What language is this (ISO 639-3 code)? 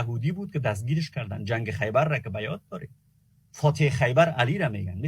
fas